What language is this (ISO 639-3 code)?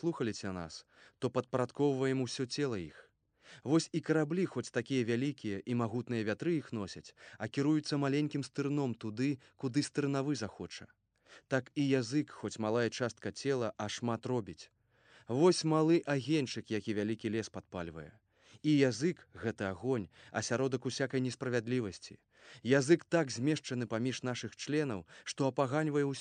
bel